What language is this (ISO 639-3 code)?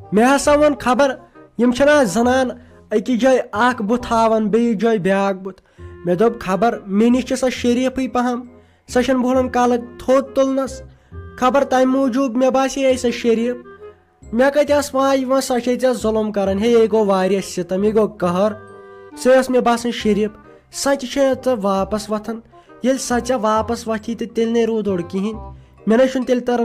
kas